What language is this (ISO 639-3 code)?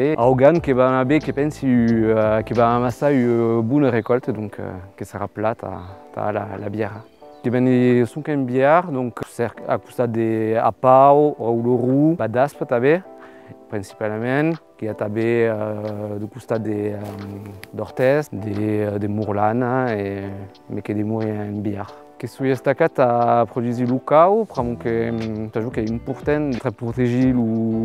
oci